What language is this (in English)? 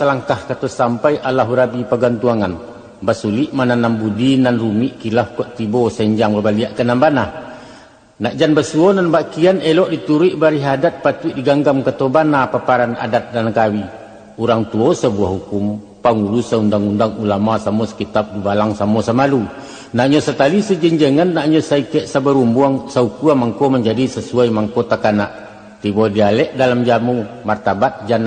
Minangkabau